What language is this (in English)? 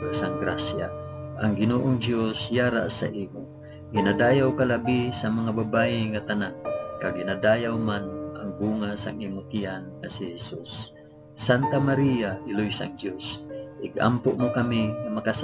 Hiligaynon